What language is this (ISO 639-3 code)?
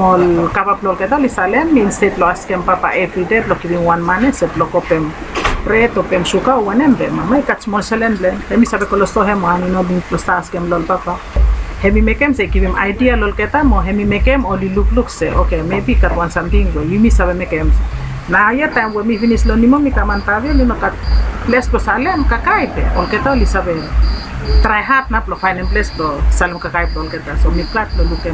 bis